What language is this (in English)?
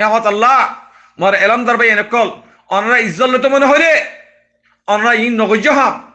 Rohingya